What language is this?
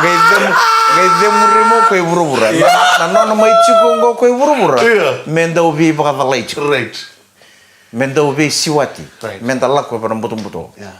Fijian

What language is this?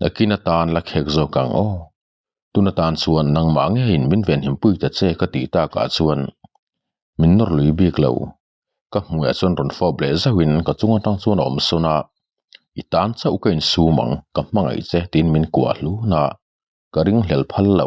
Mizo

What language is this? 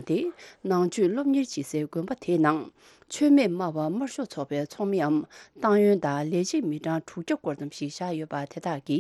Tibetan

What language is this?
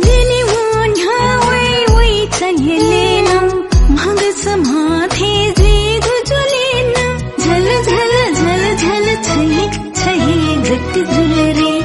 Newari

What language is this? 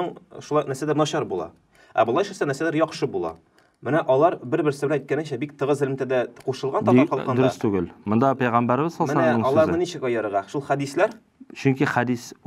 Tatar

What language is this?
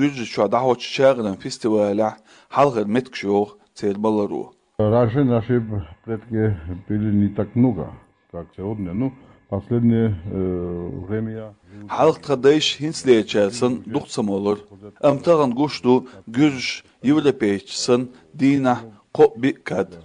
Chechen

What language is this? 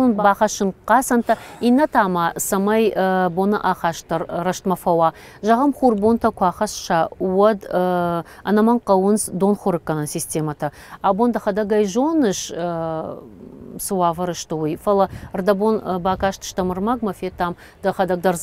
Ossetic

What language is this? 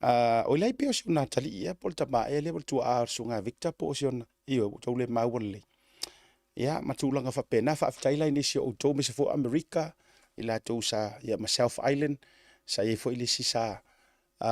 Samoan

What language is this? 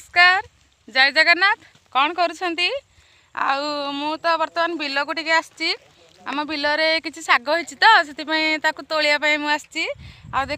Odia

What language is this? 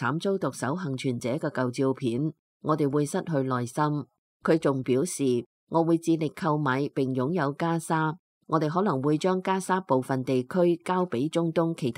Cantonese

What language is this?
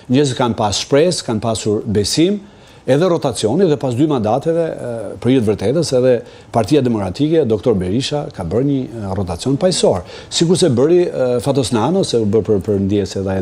Albanian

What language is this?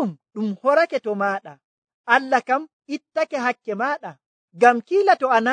Nigerian Fulfulde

